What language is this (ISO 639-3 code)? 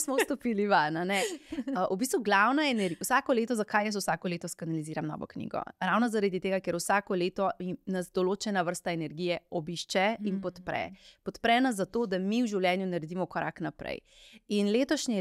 slv